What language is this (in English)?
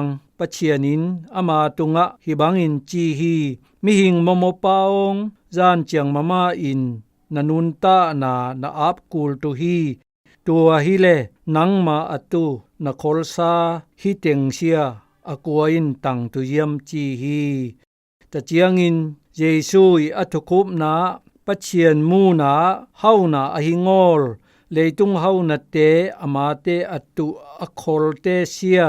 Zou